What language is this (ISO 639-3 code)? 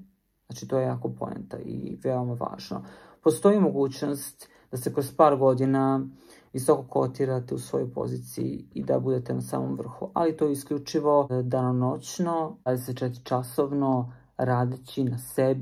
srp